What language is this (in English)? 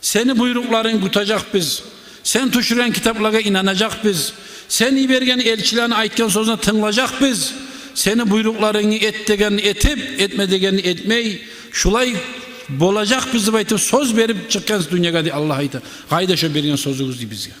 Kumyk